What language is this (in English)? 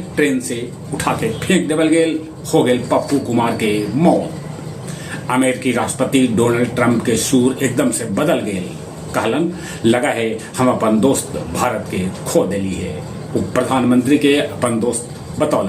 Magahi